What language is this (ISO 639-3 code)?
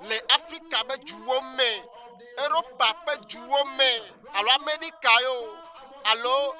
ewe